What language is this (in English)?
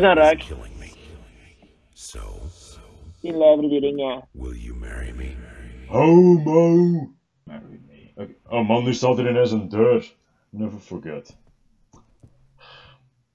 Dutch